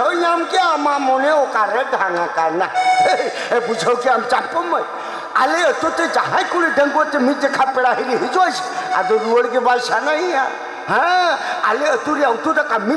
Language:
Santali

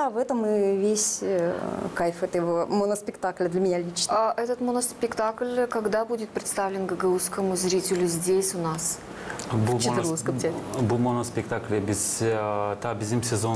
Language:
Gagauz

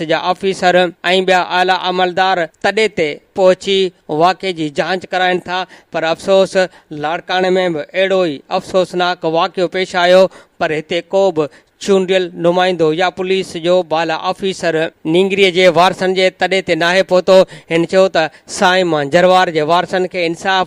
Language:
Sindhi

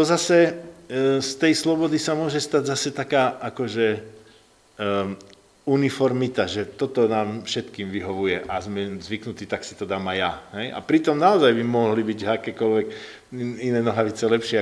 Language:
Slovak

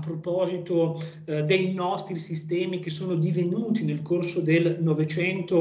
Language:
Italian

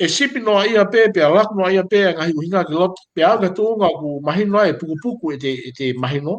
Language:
Tongan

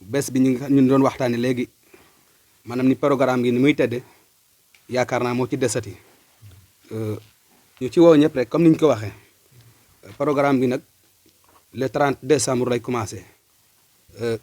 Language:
Wolof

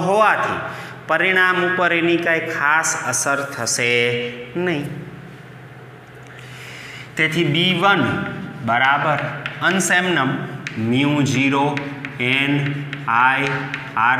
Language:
Gujarati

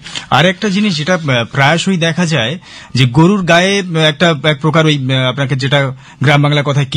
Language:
Bangla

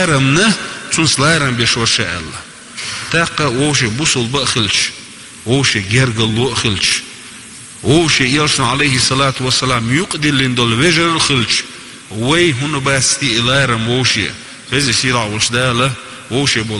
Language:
Chechen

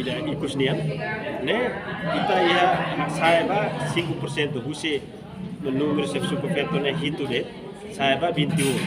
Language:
Tetum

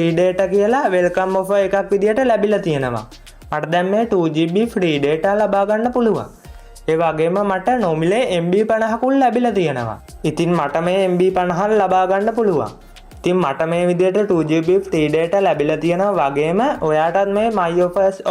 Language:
Sinhala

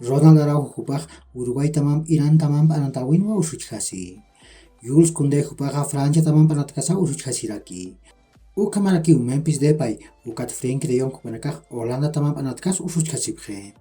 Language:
Aymara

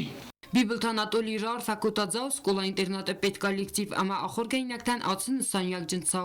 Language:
Ossetic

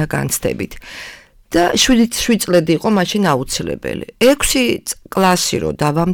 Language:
Georgian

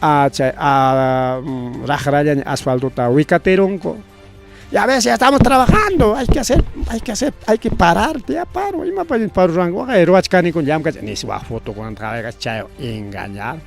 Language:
Ayacucho Quechua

